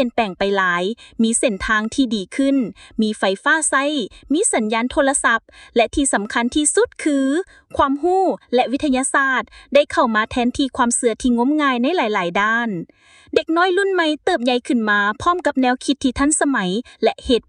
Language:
Lao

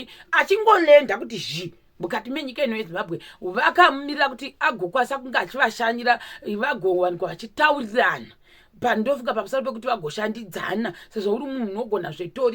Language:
Shona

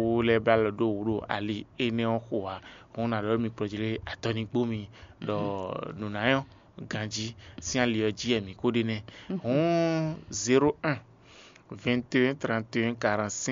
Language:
Fon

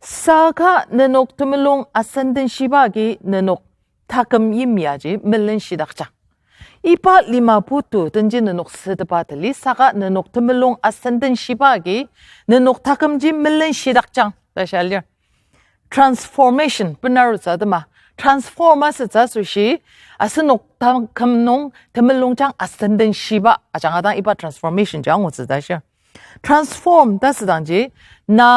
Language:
Ao Naga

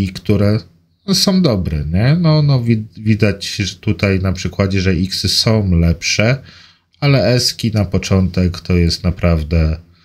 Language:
Polish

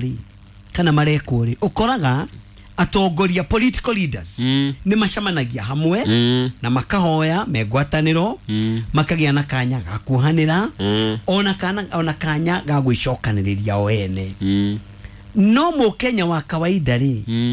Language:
Kikuyu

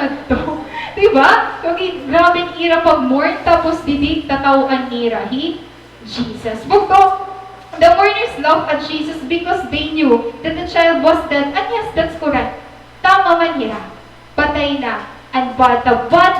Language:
Waray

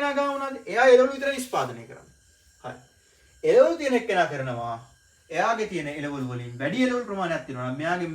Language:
Sinhala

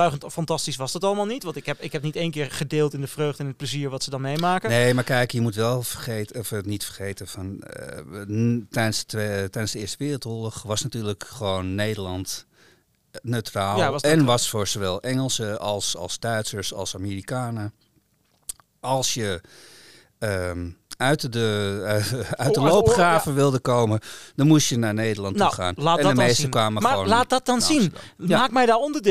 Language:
Dutch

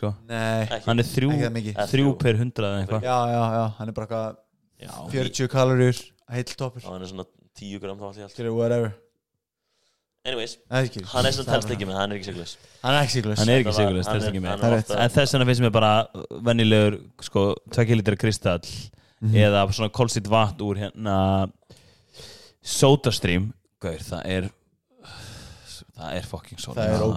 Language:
Icelandic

